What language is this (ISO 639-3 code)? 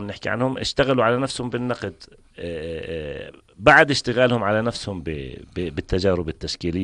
apc